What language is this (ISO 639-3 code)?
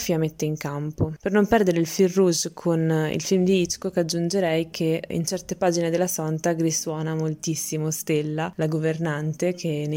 ita